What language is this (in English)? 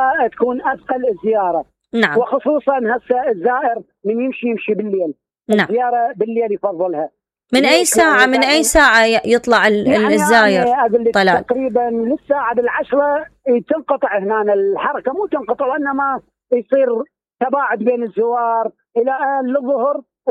Mesopotamian Arabic